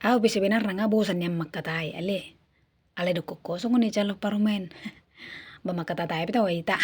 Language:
Batak Toba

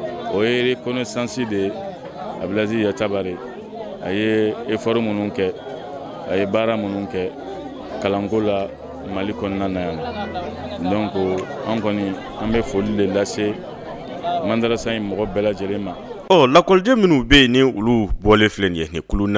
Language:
Bambara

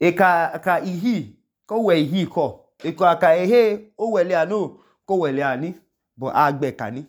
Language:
Idoma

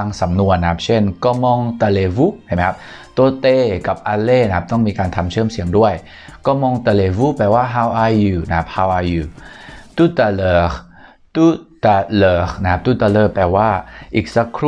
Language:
Thai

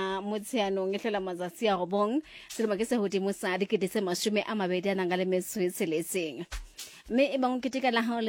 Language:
Southern Sotho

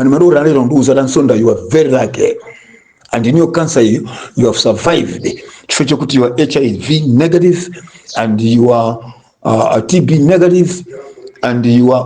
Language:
Nyanja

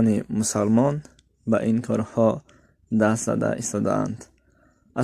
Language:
Tajik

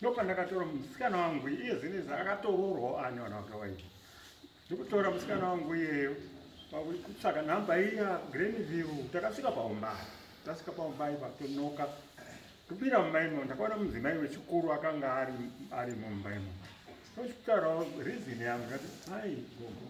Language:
Shona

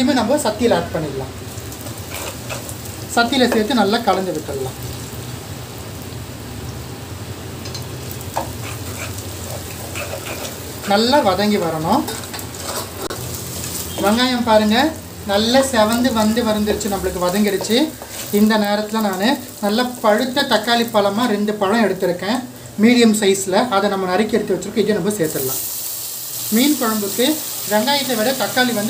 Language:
Tamil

